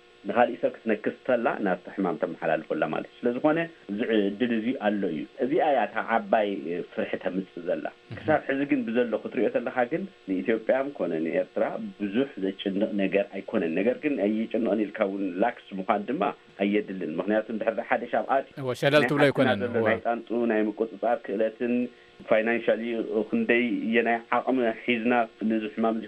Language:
Tigrinya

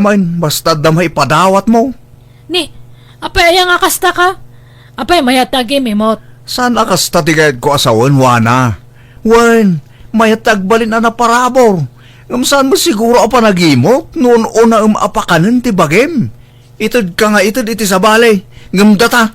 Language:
Iloko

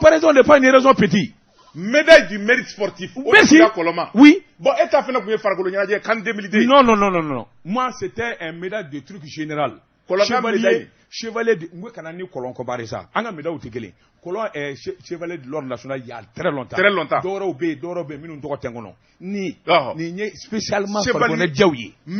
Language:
Bambara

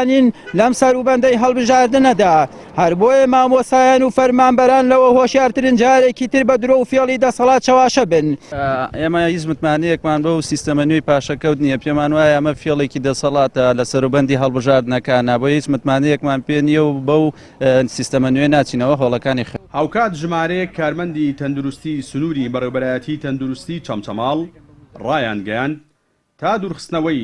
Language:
Central Kurdish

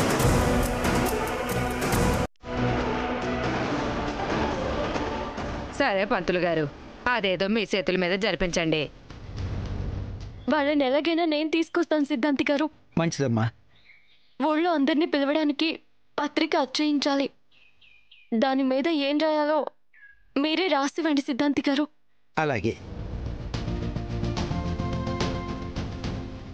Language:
Telugu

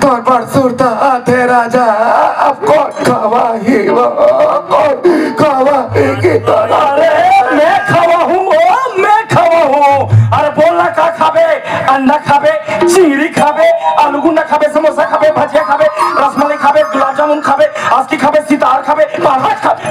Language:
Chhattisgarhi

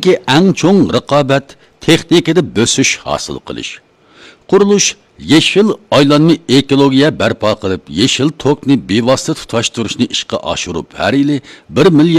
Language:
Uyghur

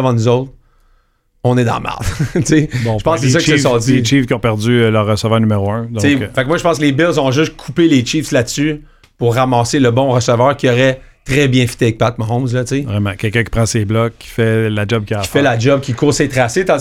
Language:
French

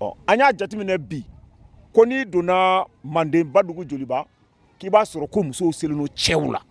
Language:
Bambara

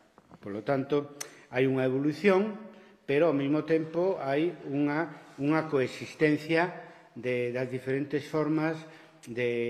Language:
Galician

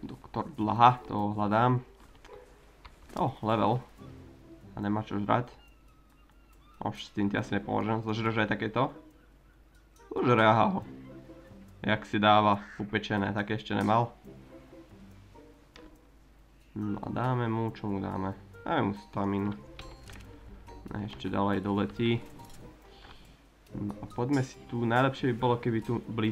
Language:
Slovak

